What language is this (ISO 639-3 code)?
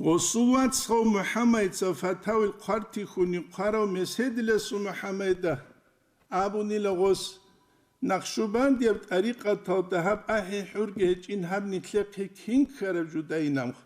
ava